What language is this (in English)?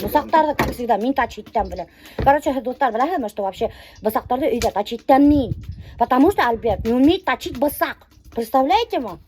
Bashkir